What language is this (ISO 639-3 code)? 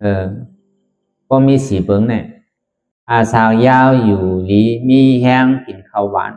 shn